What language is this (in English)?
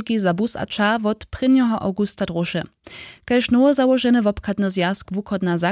Upper Sorbian